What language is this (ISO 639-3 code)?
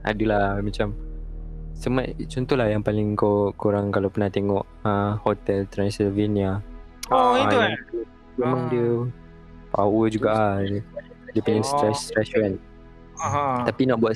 msa